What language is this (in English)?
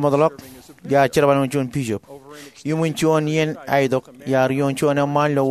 Marshallese